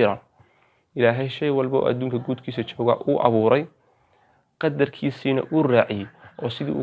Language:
Somali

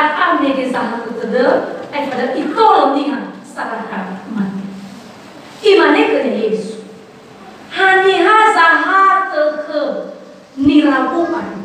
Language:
Nias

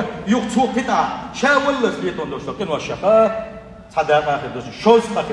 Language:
Chechen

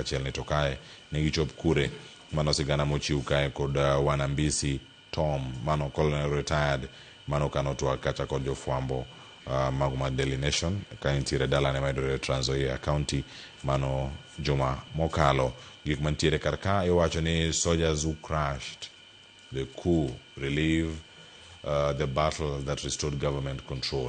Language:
Luo (Kenya and Tanzania)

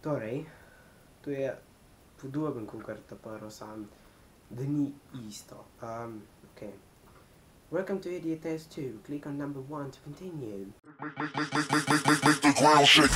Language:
Slovenian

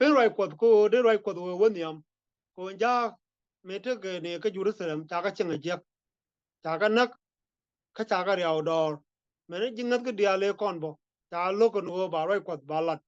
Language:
Nuer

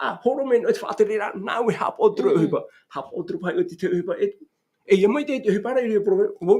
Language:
Tahitian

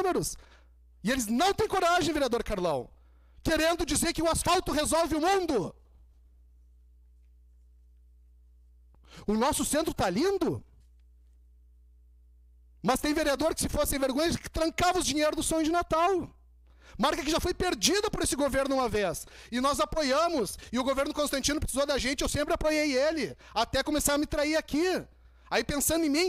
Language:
Portuguese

